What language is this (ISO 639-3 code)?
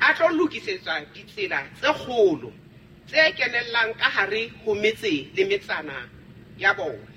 sot